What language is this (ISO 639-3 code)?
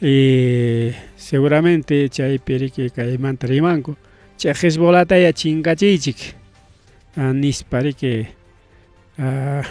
quy